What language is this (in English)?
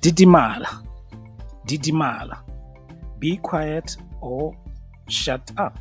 Tswana